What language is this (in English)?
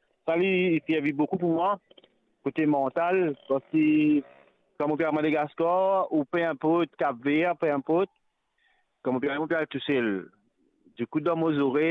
Morisyen